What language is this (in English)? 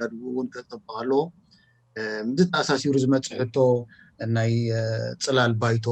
Tigrinya